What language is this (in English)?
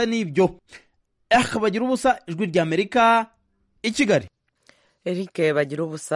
Kinyarwanda